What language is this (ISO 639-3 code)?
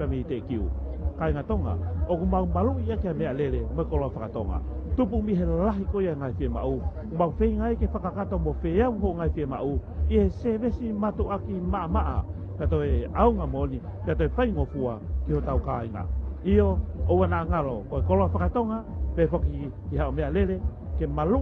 ton